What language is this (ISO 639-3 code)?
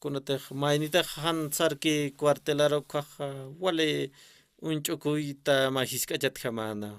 aym